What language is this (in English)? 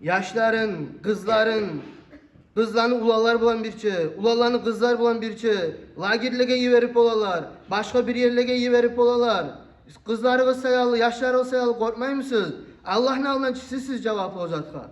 Kumyk